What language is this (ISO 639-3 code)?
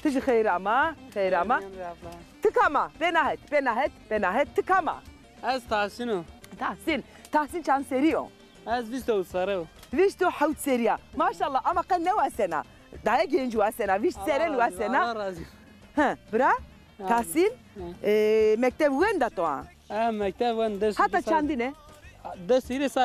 zza